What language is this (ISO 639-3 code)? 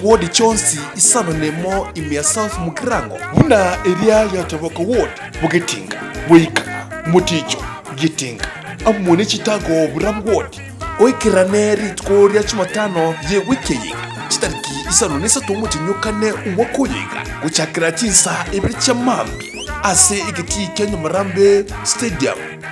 guz